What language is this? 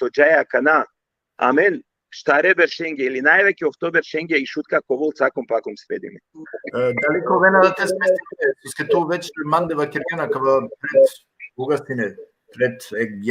Balkan Romani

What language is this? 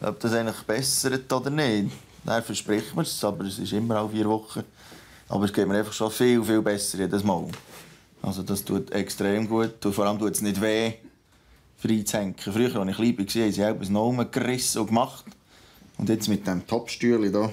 Swiss German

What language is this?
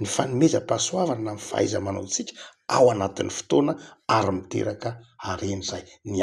Malagasy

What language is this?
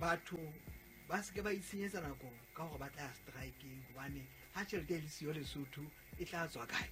Southern Sotho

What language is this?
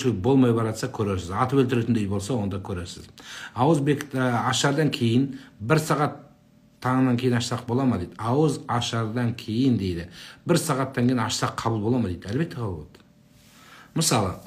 Kazakh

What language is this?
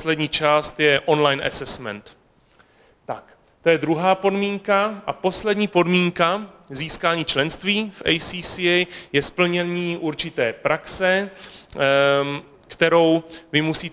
Czech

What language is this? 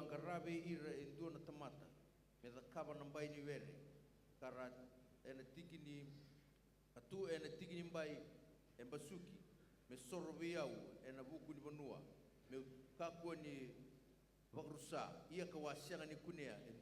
Fijian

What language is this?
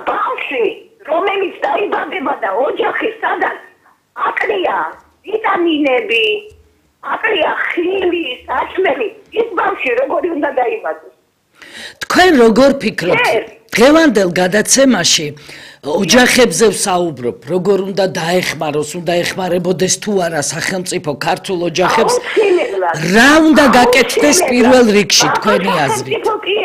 Georgian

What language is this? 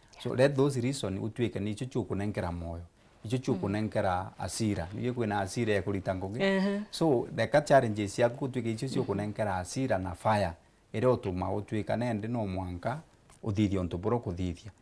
Meru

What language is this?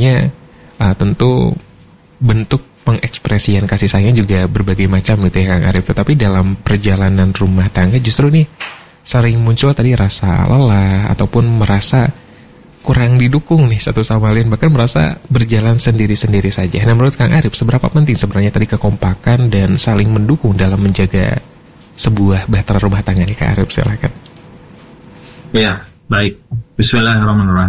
Indonesian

